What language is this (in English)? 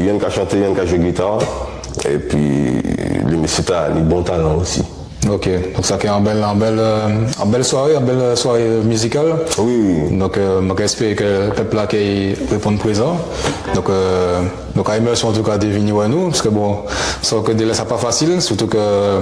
Guadeloupean Creole French